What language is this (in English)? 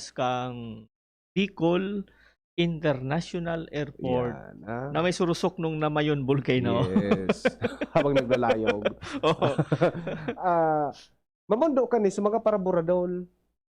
Bikol